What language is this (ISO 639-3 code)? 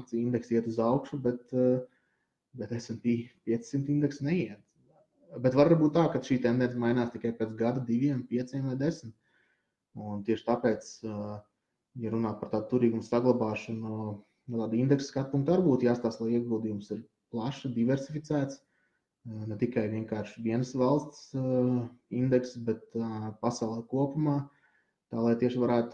lav